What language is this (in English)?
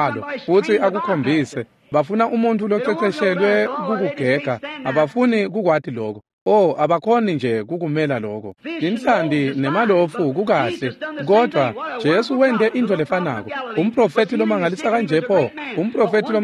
Swati